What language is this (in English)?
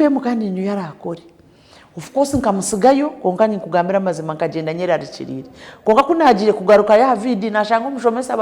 Nyankole